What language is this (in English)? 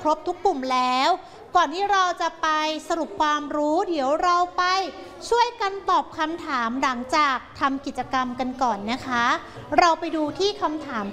Thai